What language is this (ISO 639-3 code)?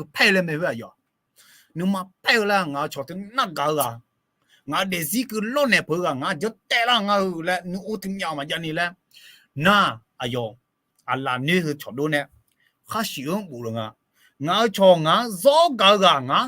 ahk